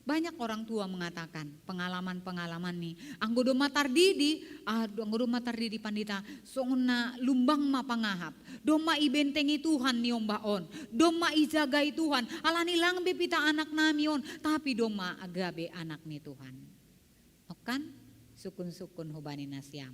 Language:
Batak Simalungun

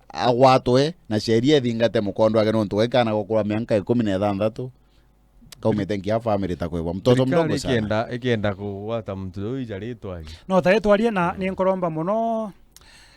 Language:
Meru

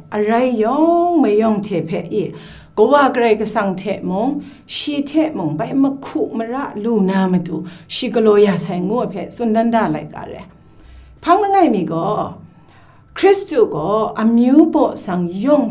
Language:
Kachin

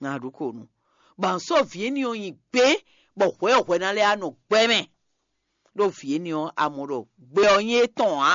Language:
Fon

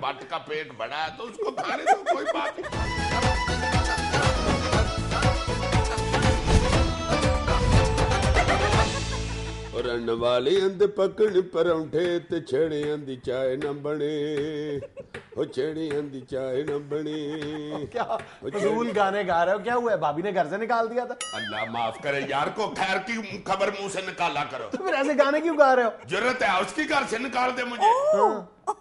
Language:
Urdu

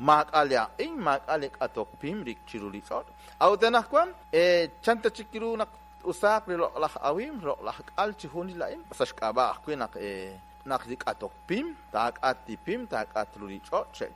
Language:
Kekchí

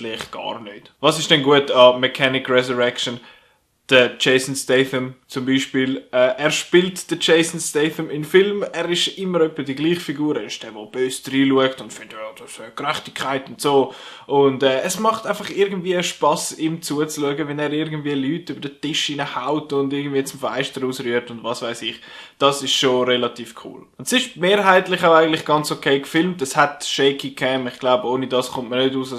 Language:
Swiss German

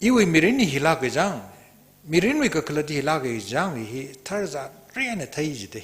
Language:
Tangkhul Naga (India)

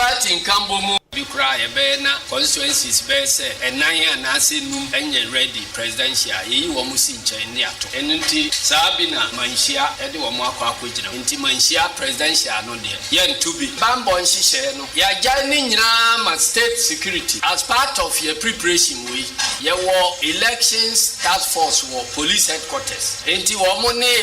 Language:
Akan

